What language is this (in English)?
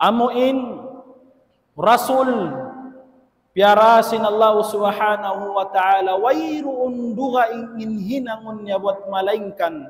Tausug